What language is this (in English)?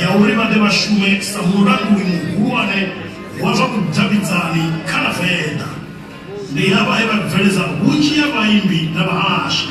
Venda